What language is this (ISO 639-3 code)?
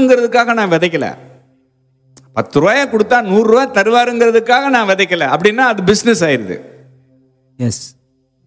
tam